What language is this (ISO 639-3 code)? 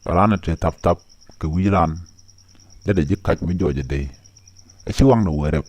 nus